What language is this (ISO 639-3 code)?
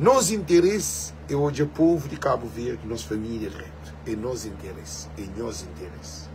kea